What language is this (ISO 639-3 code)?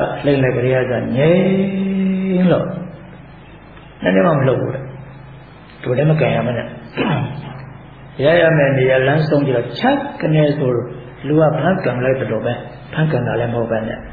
mya